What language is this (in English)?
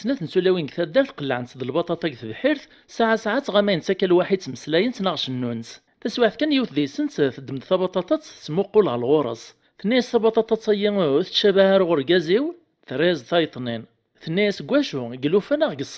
Kabyle